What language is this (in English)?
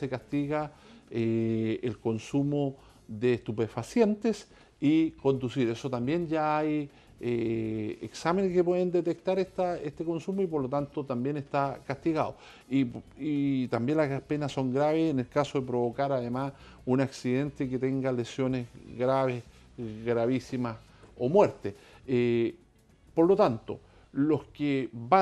Spanish